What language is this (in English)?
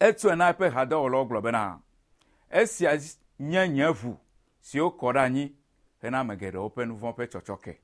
Ewe